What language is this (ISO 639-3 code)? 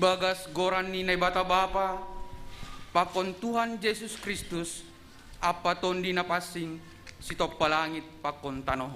bts